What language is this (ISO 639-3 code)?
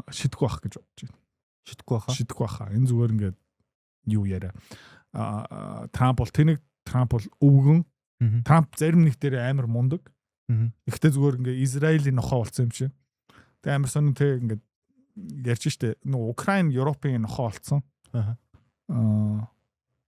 mon